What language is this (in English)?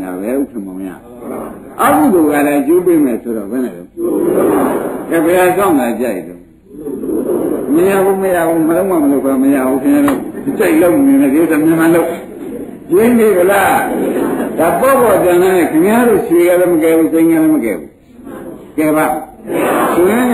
Burmese